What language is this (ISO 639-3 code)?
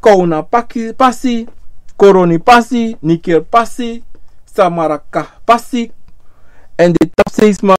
srn